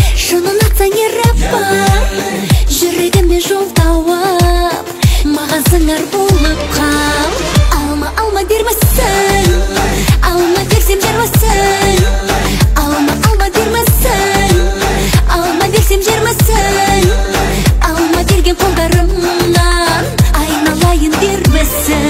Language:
Kazakh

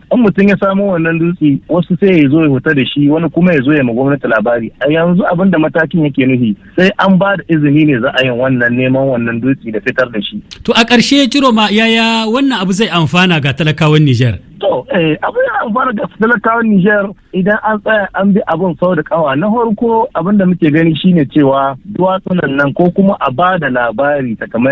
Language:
Hausa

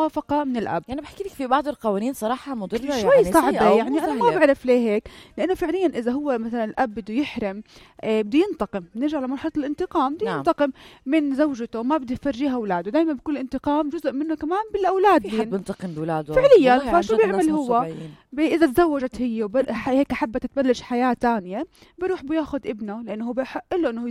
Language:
North Levantine Arabic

